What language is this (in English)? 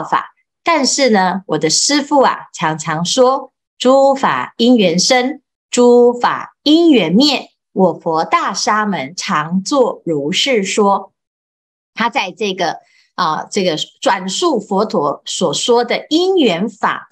Chinese